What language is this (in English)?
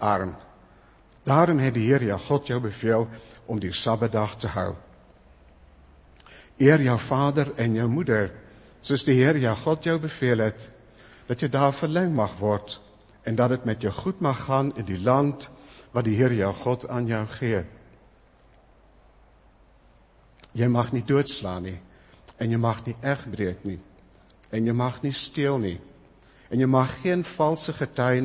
Afrikaans